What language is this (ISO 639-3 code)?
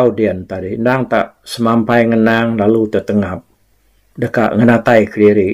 iba